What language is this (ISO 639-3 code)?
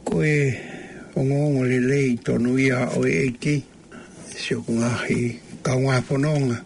ton